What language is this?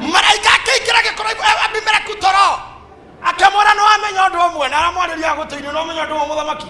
Kikuyu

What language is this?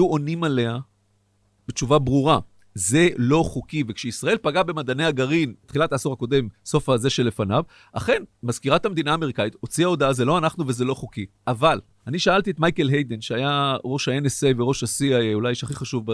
Hebrew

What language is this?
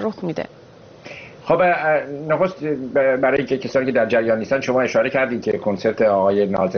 Persian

